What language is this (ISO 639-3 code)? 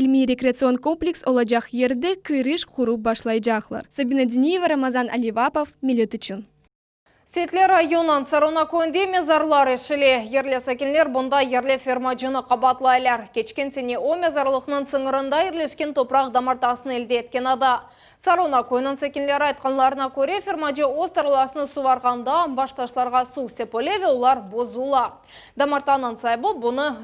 crh